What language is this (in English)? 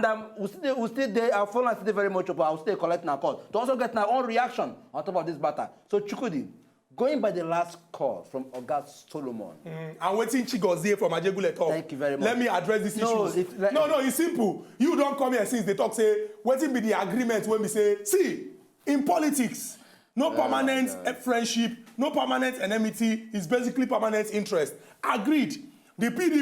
Nigerian Pidgin